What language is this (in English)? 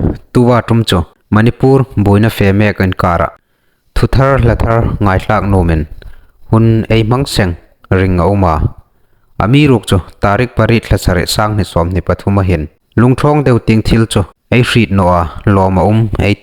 Hmar